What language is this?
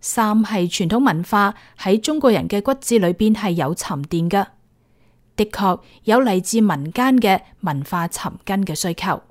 Cantonese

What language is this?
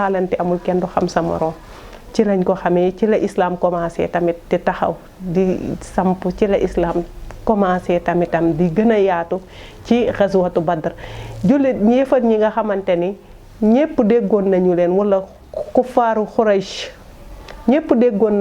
Wolof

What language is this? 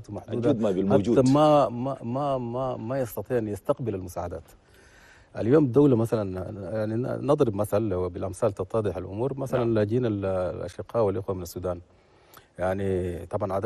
Chadian Arabic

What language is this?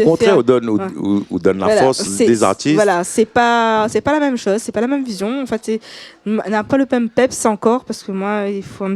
Réunion Creole French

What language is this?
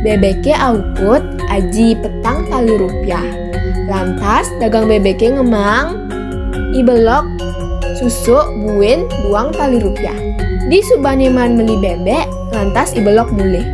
Balinese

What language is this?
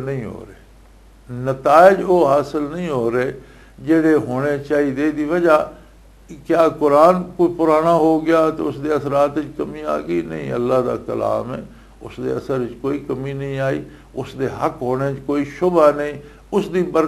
Western Panjabi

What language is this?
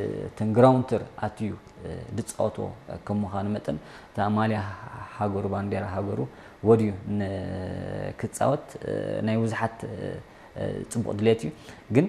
Tigrinya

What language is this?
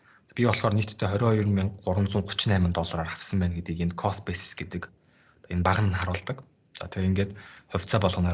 Mongolian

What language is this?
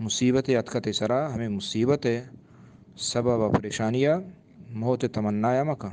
Eastern Balochi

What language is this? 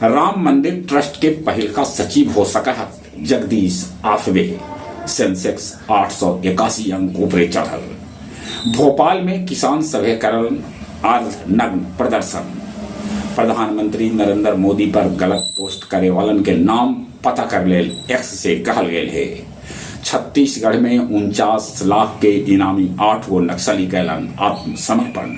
Magahi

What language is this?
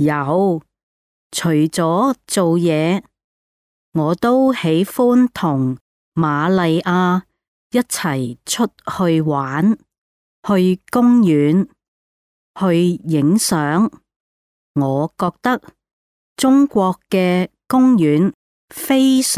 Cantonese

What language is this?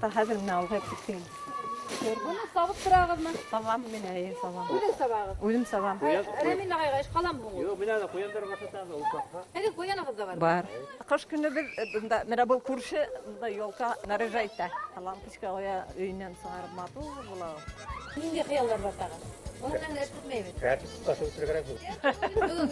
Bashkir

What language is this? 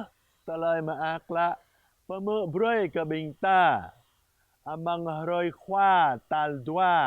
Jarai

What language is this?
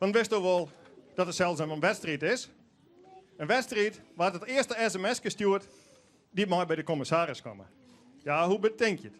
Western Frisian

